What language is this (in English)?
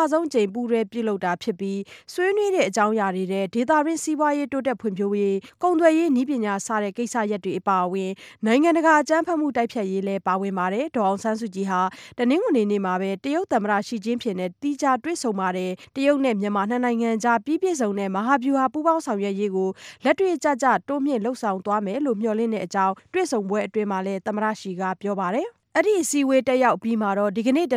Burmese